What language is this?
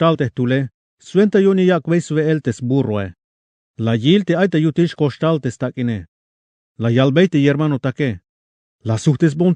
Tzeltal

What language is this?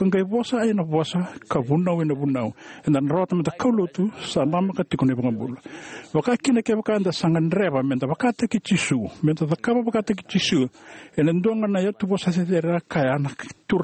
Fijian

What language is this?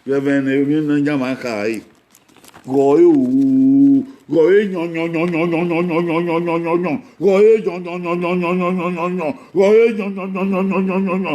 Bini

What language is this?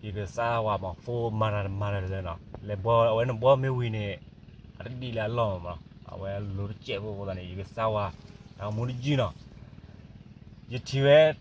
S'gaw Karen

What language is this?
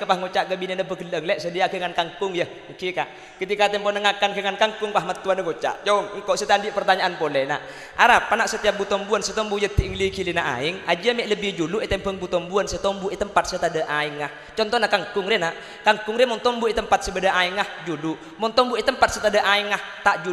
Madurese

